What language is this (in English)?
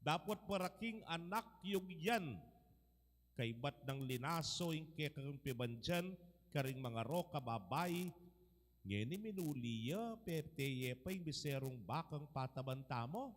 Pampanga